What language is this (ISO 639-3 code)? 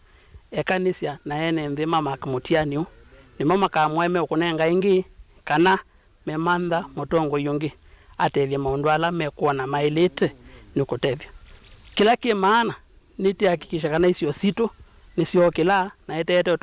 kam